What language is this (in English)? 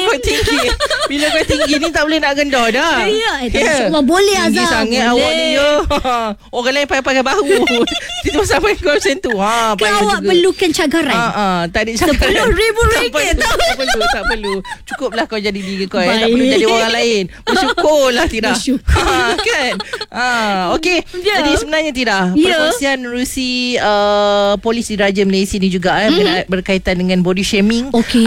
Malay